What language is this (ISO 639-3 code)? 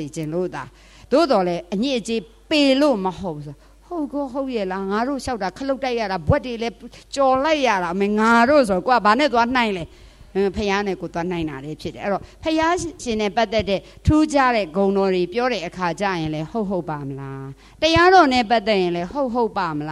mya